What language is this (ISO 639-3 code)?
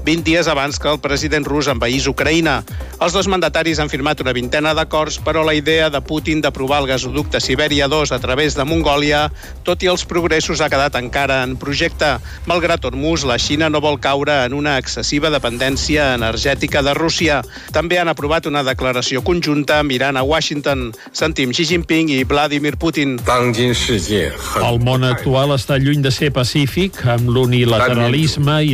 cat